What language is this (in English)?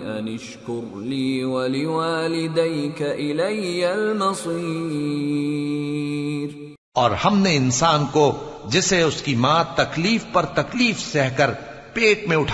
Urdu